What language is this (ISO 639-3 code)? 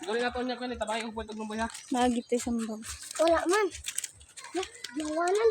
ceb